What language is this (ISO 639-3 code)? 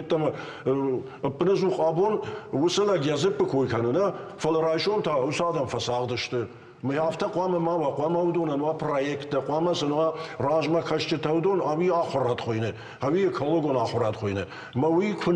oss